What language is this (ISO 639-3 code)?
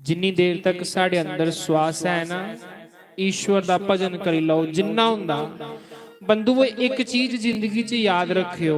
doi